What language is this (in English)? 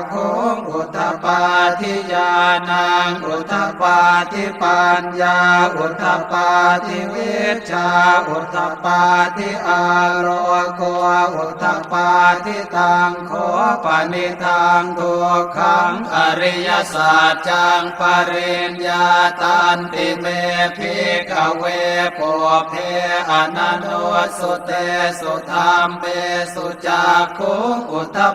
Pali